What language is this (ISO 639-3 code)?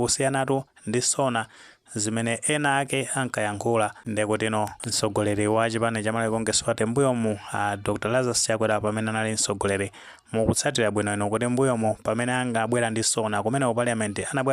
nya